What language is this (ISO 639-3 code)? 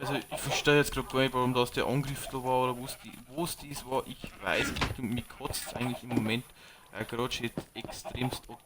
bar